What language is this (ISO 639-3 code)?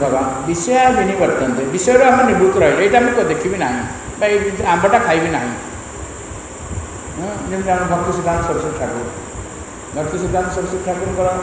ori